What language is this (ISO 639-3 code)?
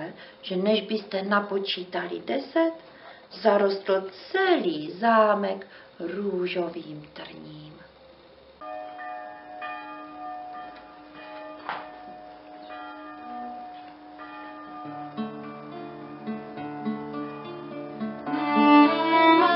ces